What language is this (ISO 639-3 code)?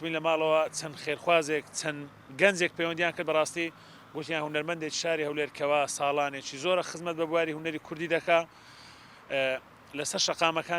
ckb